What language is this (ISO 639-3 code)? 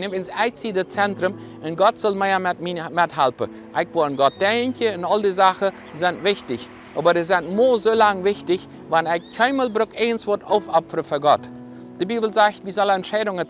pdt